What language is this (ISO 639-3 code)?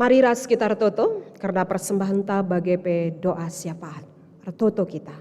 btx